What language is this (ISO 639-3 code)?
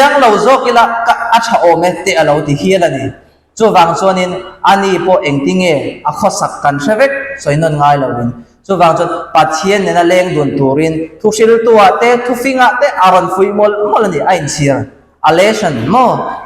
lus